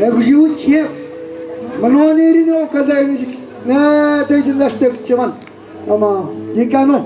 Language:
Atikamekw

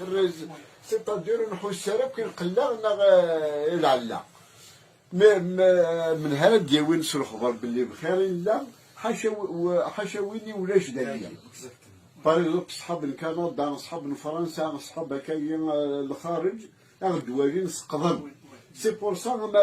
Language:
Kabyle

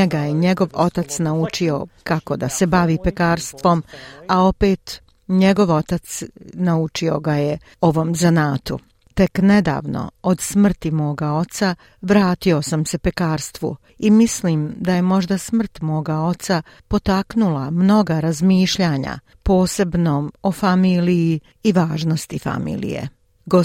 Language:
Croatian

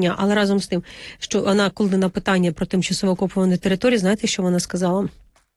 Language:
Ukrainian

